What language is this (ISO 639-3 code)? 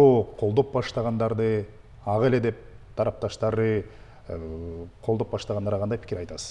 kir